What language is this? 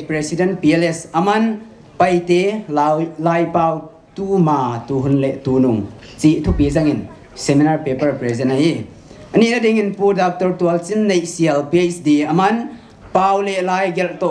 Paite Chin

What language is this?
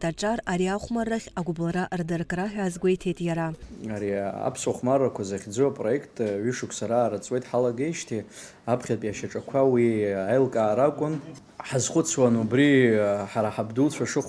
Abkhazian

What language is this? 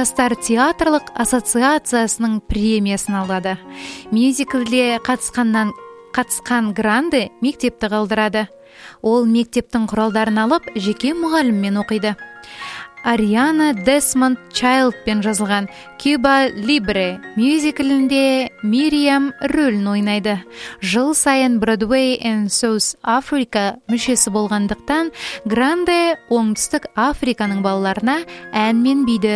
Kazakh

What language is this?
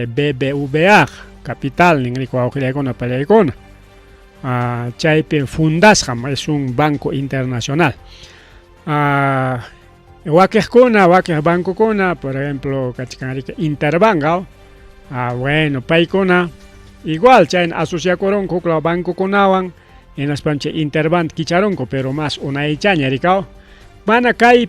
Ayacucho Quechua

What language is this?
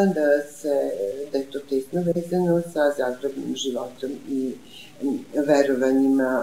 Serbian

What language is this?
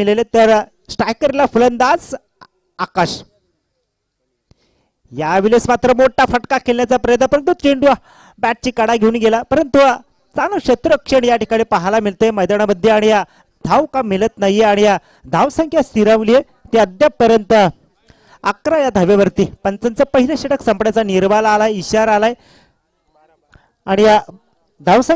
Marathi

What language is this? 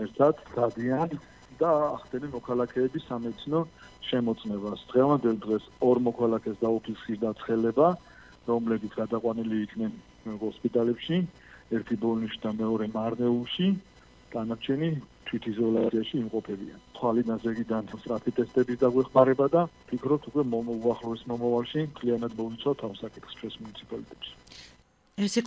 Georgian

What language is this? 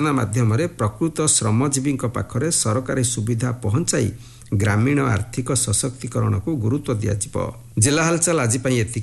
Odia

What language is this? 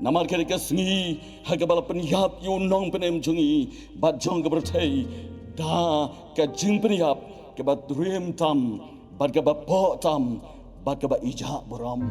Khasi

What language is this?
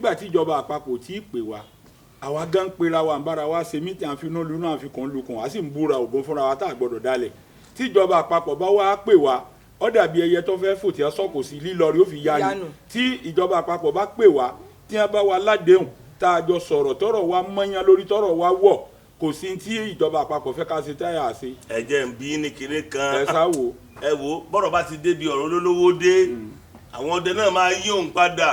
Yoruba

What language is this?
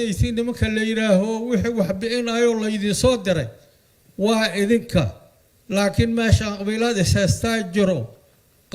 Somali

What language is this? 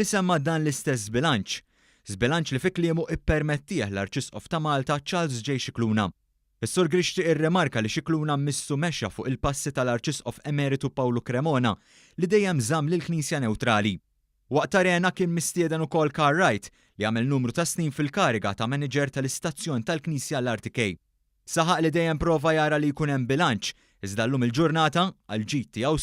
Maltese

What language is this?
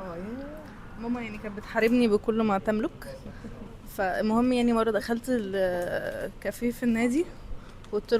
Egyptian Arabic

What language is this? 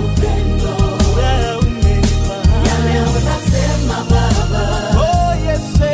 Swahili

